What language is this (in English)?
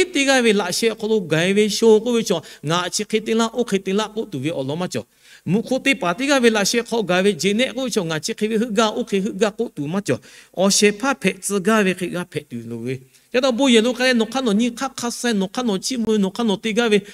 Lahu